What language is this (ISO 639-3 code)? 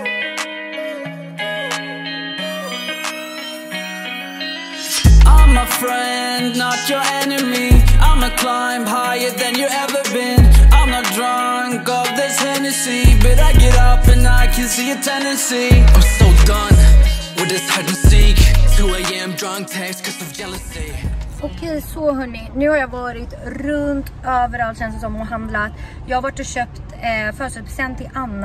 swe